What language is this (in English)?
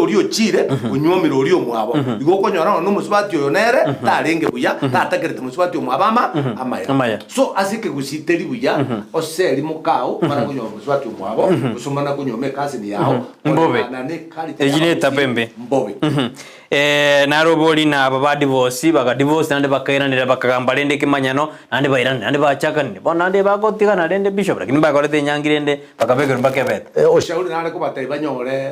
Gusii